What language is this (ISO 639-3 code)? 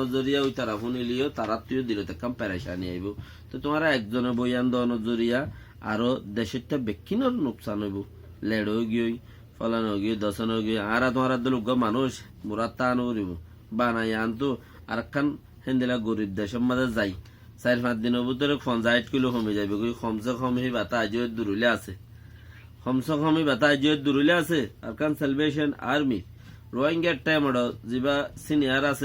rhg